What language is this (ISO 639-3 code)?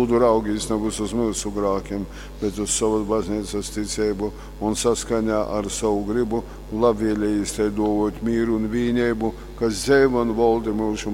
ltg